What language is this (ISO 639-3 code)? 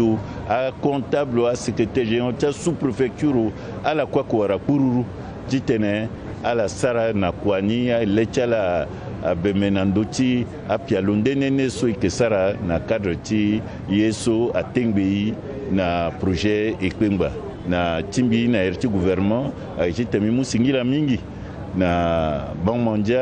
sag